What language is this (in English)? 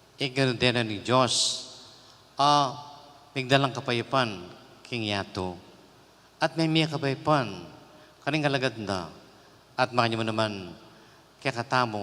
Pampanga